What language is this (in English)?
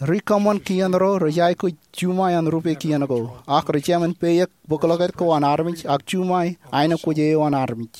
Marshallese